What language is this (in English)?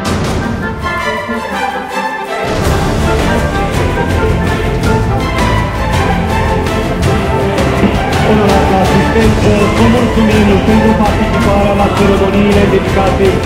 Romanian